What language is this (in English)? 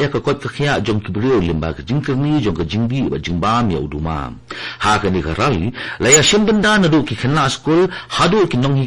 Khasi